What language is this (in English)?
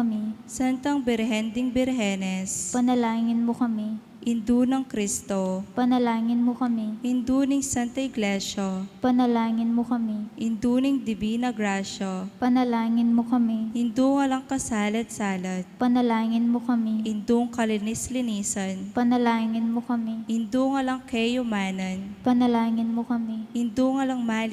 Pampanga